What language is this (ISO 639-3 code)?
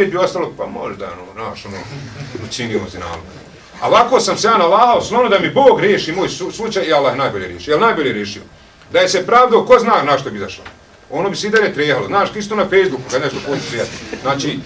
bos